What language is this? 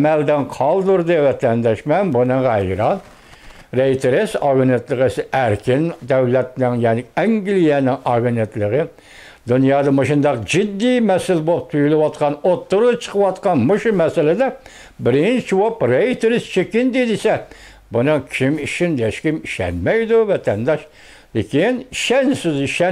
Uyghur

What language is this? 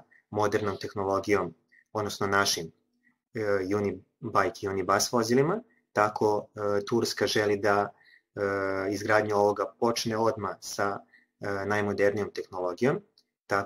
Serbian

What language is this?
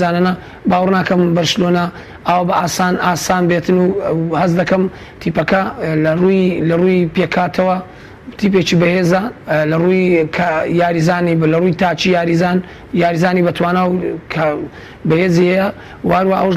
Central Kurdish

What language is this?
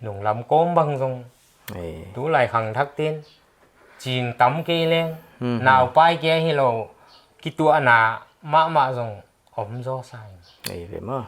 Paite Chin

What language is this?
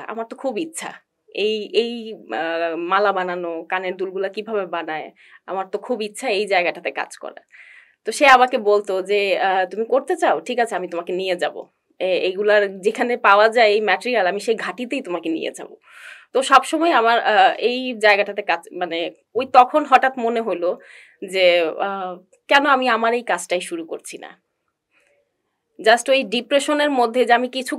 Bangla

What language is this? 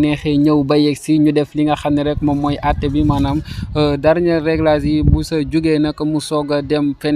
Wolof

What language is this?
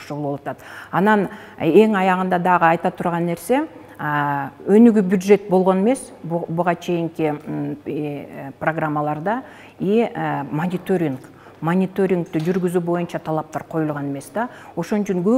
Kyrgyz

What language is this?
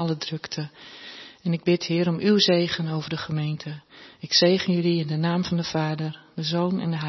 Dutch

